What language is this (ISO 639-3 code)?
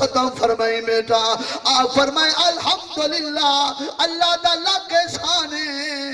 skr